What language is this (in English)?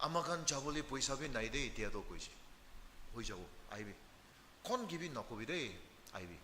Naga Pidgin